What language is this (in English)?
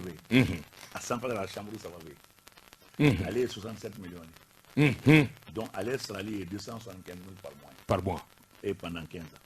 Bambara